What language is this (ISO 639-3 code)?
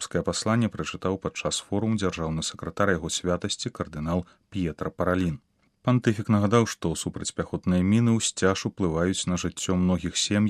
bel